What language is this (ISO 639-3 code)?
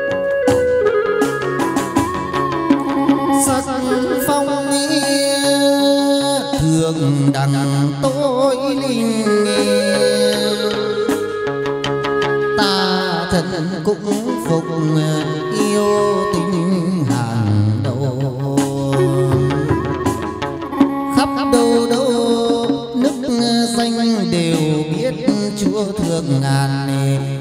vie